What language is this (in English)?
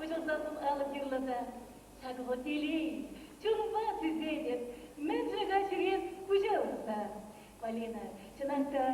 Chuvash